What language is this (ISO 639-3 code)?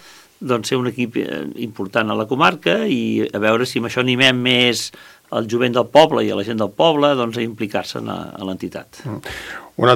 cat